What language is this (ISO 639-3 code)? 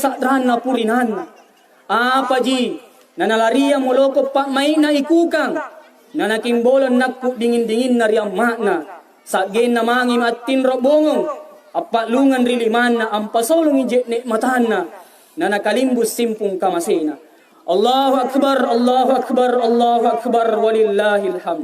mak